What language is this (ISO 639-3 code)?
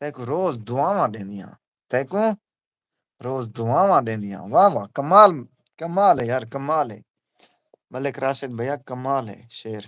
skr